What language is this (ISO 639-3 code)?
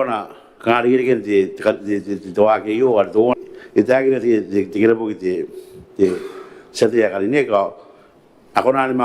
gil